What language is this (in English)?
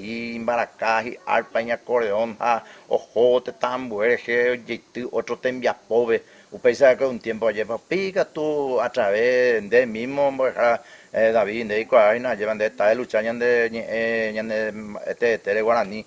Guarani